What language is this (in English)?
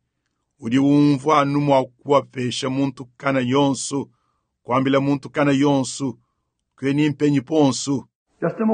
Luba-Lulua